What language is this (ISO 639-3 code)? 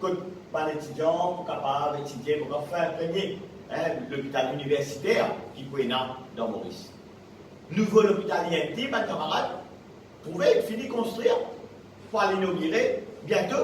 mfe